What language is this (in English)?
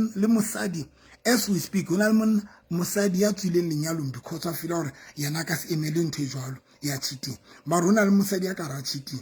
Southern Sotho